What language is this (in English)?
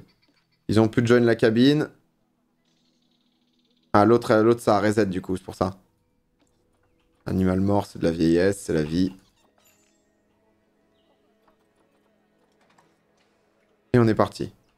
French